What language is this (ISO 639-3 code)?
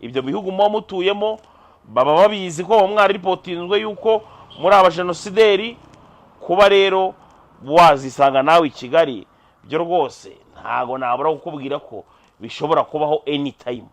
kin